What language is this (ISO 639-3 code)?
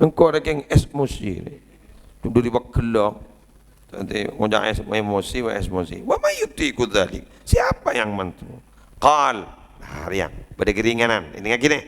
mad